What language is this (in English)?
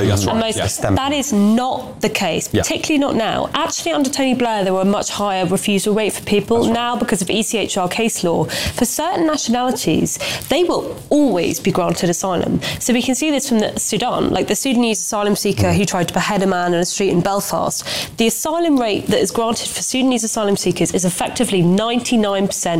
English